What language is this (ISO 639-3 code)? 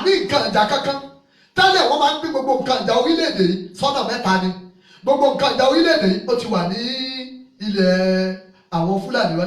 yor